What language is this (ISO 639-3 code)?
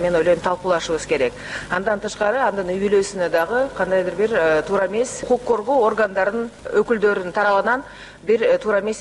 kir